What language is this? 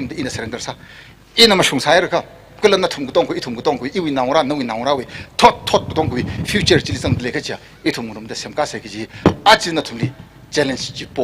Tangkhul Naga (India)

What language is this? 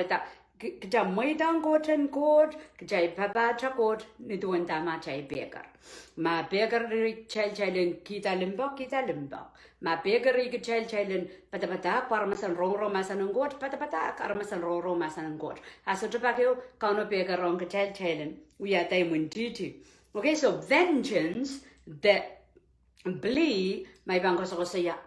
Pohnpeian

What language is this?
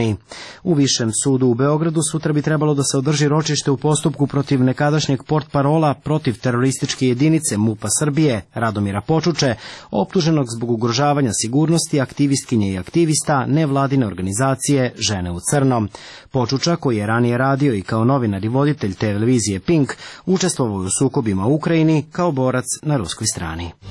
Serbian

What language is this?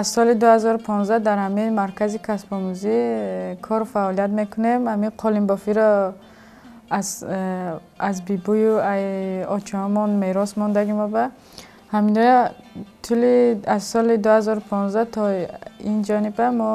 Tajik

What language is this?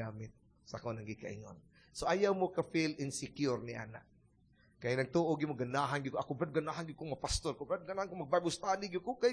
Cebuano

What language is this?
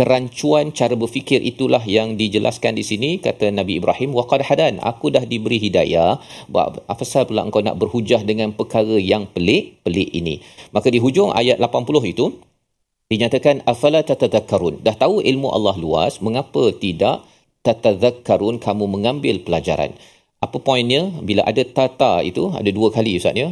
Malay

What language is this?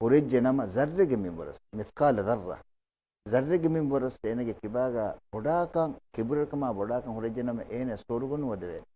Divehi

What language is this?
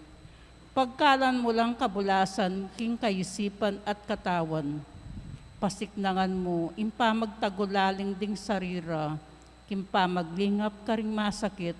Pampanga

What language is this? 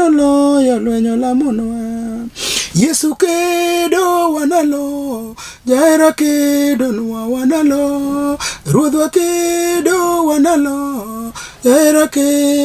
Luo (Kenya and Tanzania)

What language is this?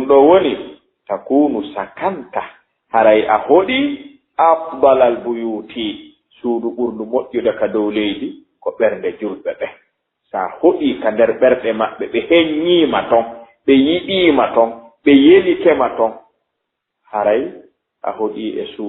Fula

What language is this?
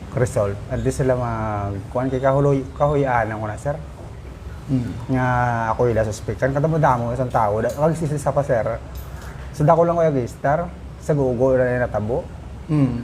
Hiligaynon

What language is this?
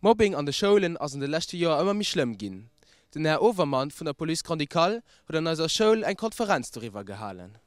Luxembourgish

